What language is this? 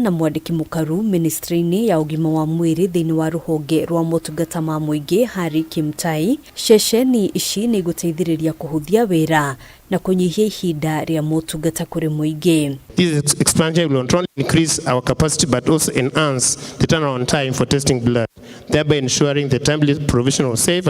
Kikuyu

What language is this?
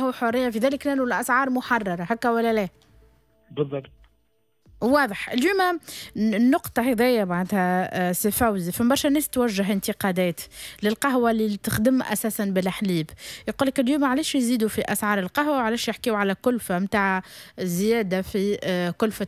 Tunisian Arabic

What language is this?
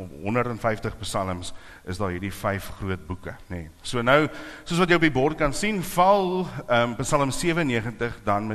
Afrikaans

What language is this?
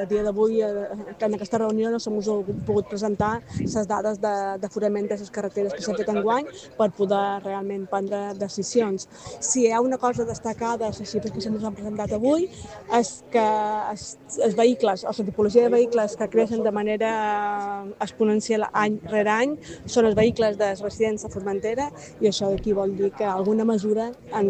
Catalan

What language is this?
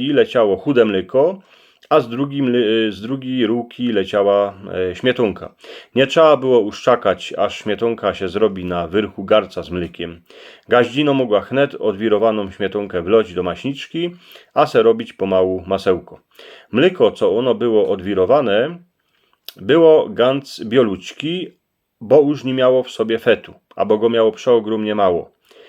Silesian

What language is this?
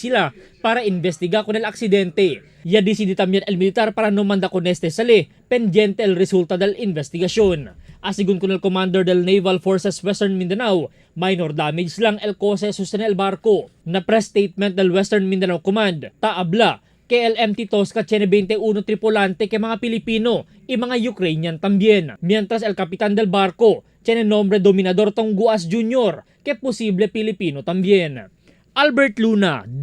Chavacano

